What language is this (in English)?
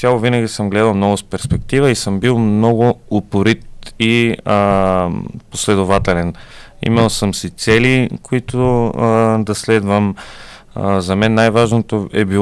Bulgarian